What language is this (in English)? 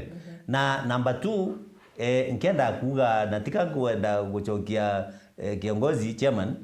Meru